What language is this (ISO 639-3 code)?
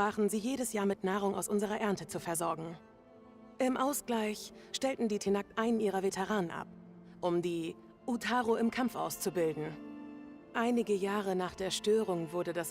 bar